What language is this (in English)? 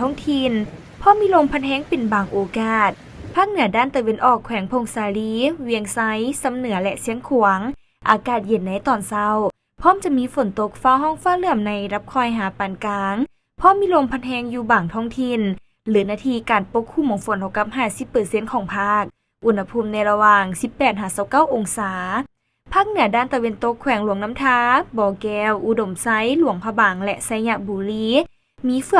Lao